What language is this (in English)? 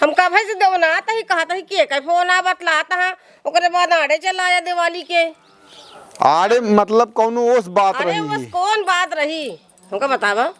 Awadhi